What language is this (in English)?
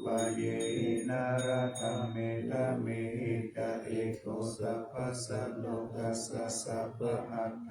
Pali